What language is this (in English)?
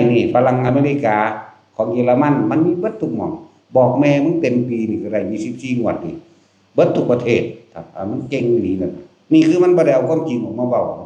Northeastern Thai